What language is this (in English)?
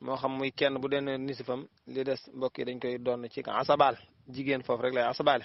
Wolof